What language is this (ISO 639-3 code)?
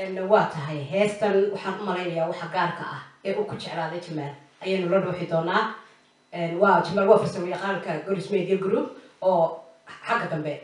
som